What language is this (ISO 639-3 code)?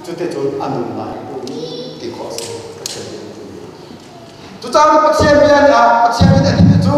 cnh